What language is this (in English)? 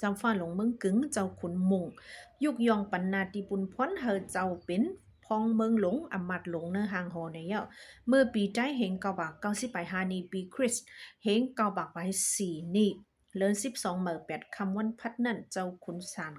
Shan